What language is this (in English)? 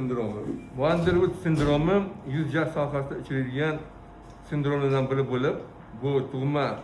Uzbek